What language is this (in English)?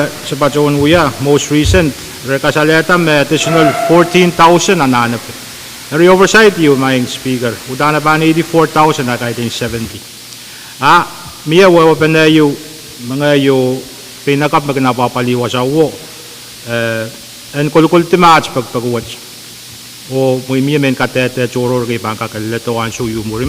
Pohnpeian